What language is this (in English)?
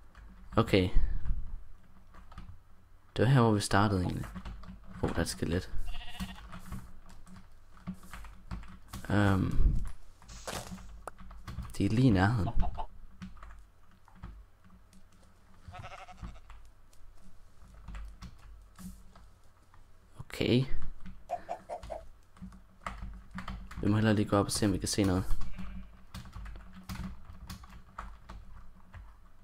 Danish